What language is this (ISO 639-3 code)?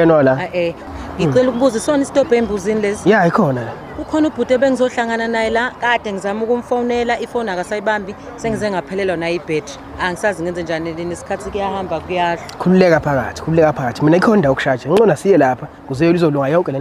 zul